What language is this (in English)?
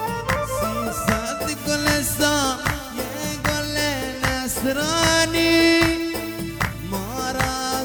Persian